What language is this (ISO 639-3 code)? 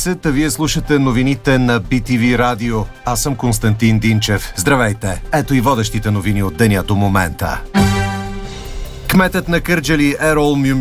bul